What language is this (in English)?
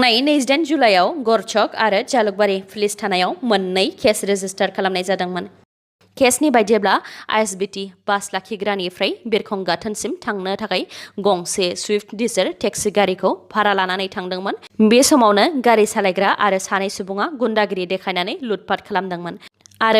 Bodo